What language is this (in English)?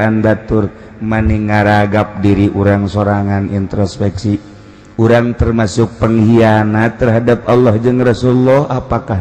Sundanese